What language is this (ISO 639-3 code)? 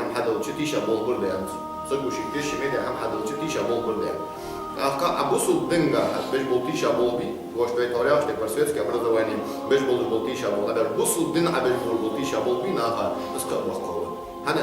inh